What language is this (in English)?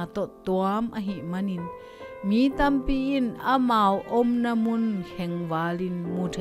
Tedim Chin